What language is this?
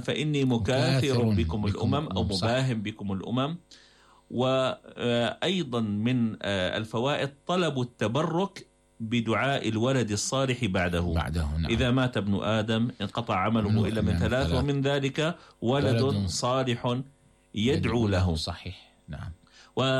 Arabic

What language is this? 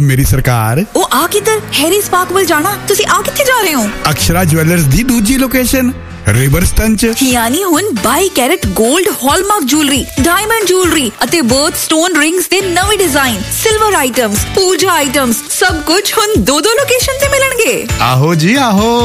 Punjabi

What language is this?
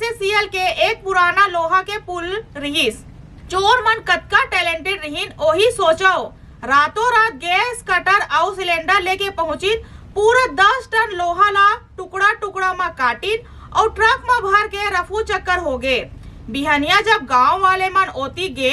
Chhattisgarhi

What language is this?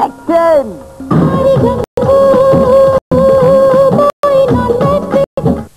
Marathi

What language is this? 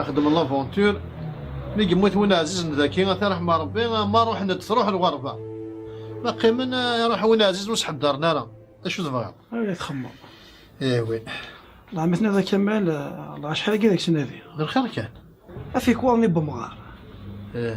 Kabyle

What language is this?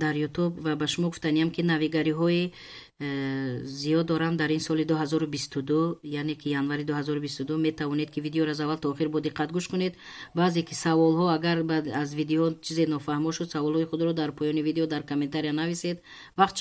Tajik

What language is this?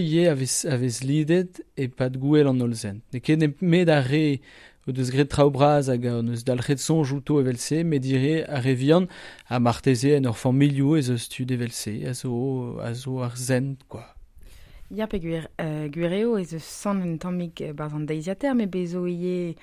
Breton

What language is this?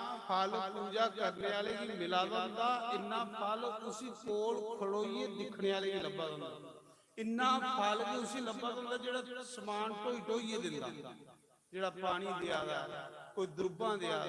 Dogri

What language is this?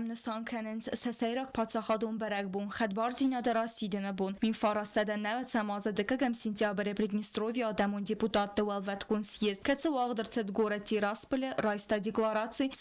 Ossetic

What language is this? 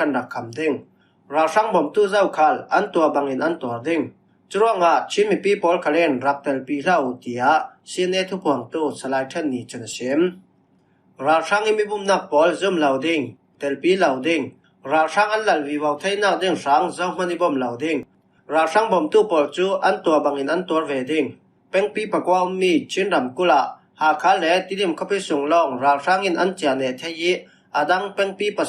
Falam Chin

